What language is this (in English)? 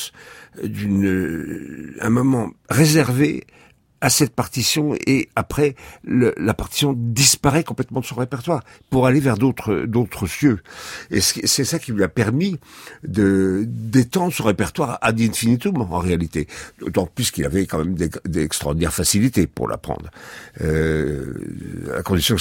French